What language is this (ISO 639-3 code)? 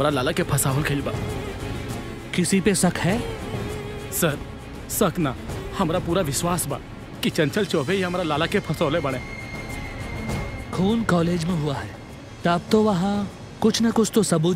bho